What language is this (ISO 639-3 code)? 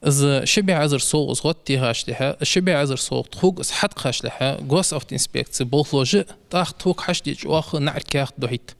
inh